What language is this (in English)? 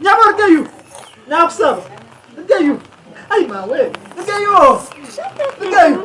Nyankole